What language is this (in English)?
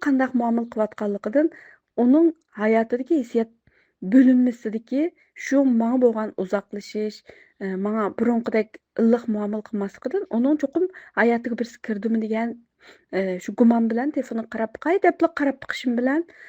Uyghur